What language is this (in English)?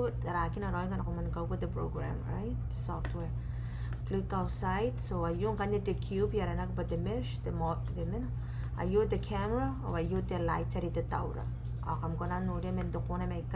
Gilbertese